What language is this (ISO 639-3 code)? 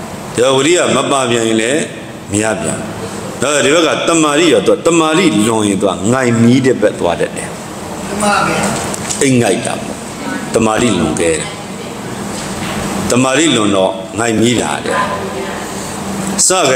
mya